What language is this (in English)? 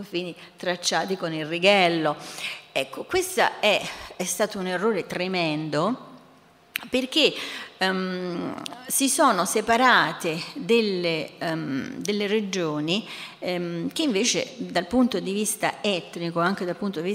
Italian